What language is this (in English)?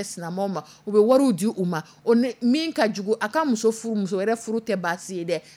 Dyula